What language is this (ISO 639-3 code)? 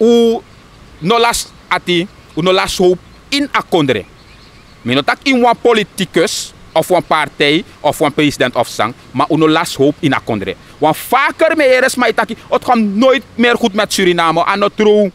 srn